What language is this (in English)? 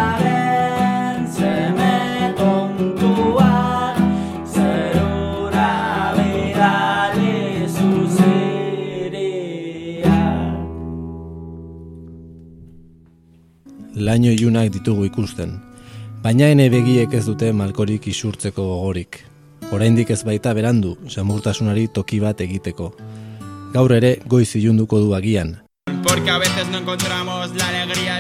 Basque